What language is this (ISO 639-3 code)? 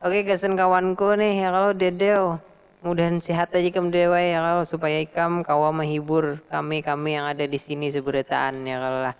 bjn